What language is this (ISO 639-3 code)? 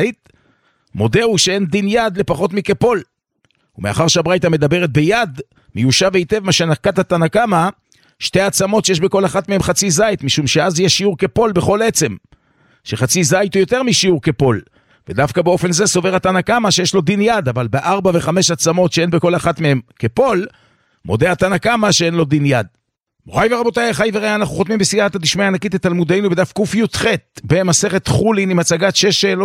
heb